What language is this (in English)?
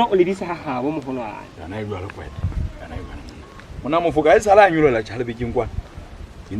Southern Sotho